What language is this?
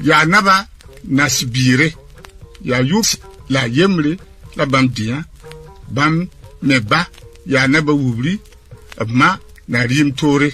Mossi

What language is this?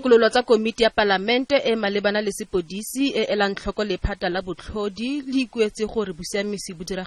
Tswana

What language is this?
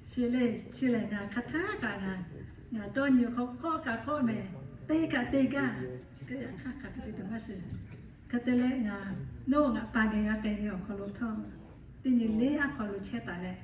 Lahu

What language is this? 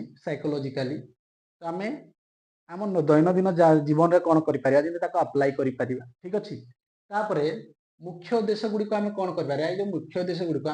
Odia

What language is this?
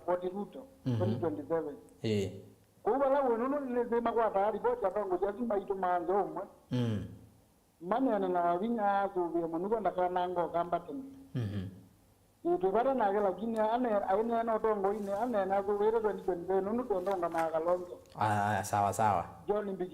Kamba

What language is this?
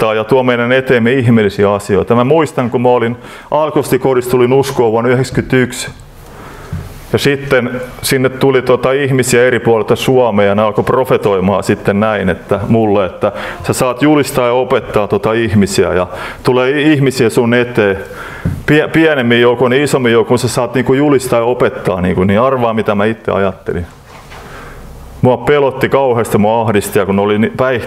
Finnish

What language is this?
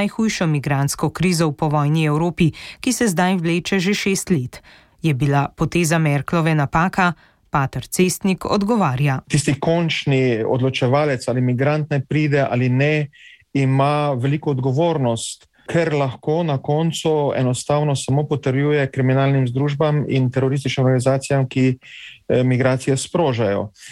Slovenian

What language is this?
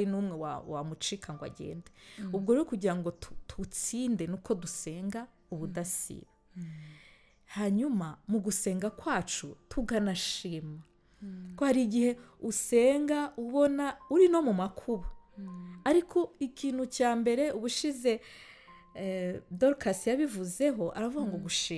Kinyarwanda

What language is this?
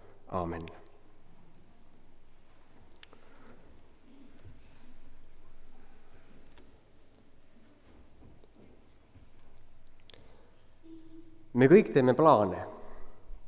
Estonian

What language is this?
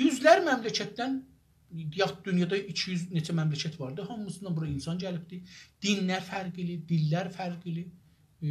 South Azerbaijani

